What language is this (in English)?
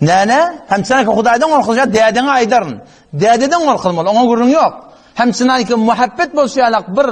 Turkmen